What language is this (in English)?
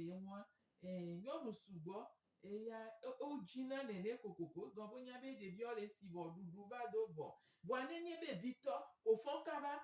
Gen